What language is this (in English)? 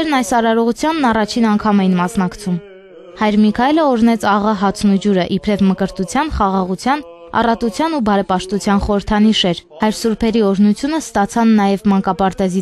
Armenian